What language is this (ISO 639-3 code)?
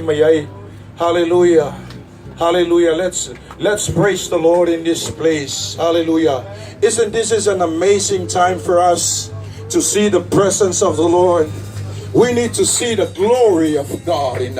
smo